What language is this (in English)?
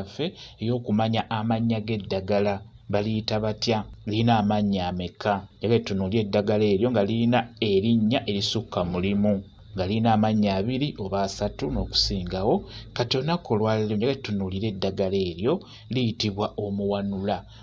Ganda